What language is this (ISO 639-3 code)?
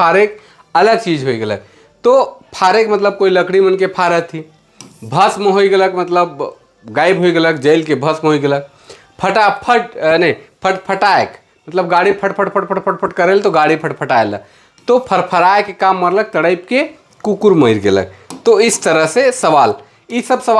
sck